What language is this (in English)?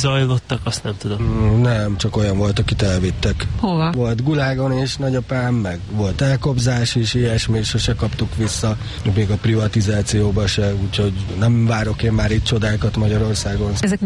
Hungarian